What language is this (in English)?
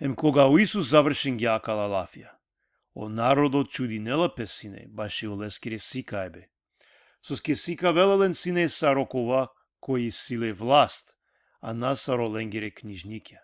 Balkan Romani